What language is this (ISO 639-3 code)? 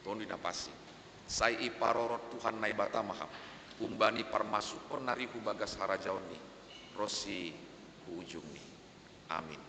bts